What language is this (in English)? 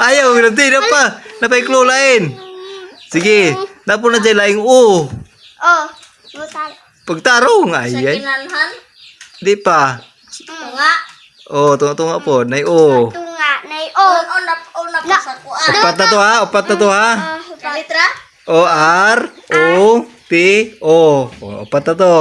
Cebuano